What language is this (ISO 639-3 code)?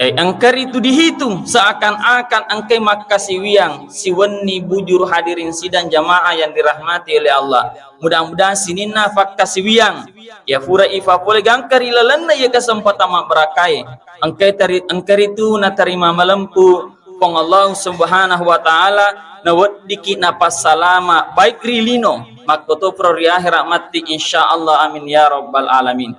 bug